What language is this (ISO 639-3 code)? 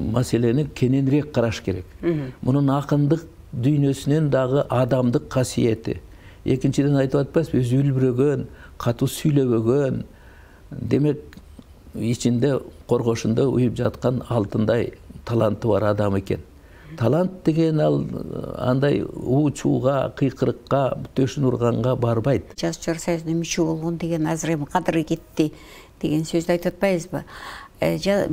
kir